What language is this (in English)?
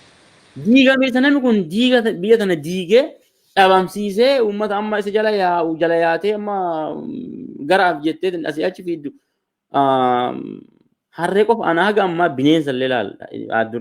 Oromo